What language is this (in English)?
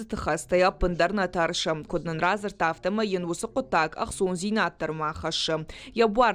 Ossetic